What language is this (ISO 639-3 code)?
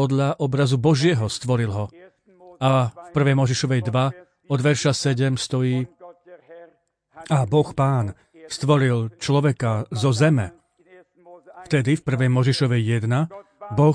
slk